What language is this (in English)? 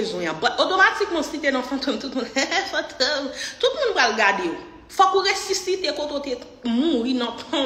Haitian Creole